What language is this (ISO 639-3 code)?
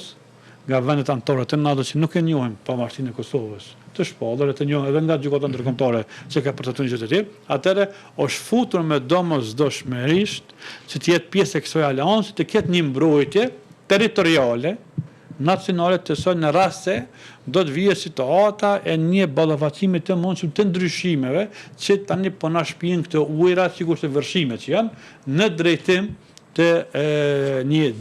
sqi